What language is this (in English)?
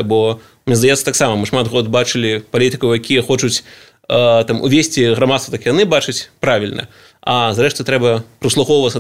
Belarusian